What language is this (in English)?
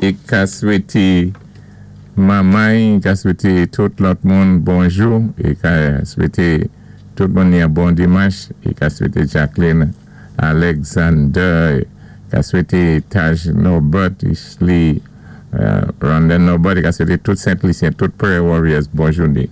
Saint Lucian Creole French